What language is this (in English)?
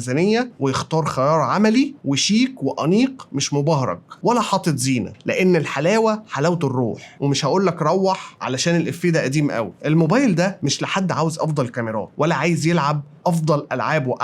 Egyptian Arabic